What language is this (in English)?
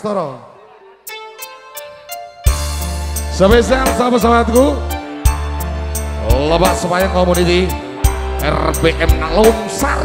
Indonesian